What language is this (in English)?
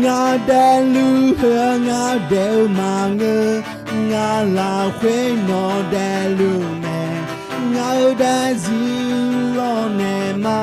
Akha